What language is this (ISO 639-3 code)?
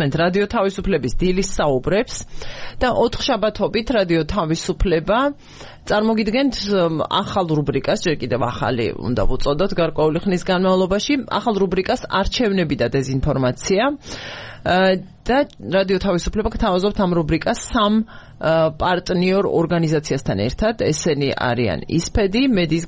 kat